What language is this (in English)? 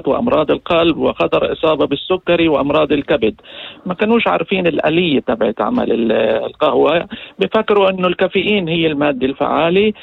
North Levantine Arabic